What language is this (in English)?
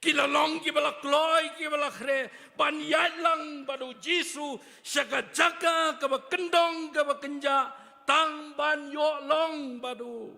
Khasi